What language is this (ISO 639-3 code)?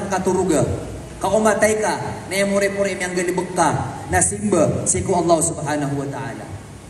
mrw